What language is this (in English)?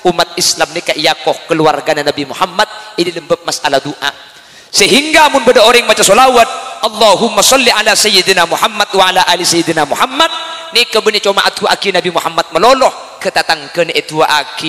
Madurese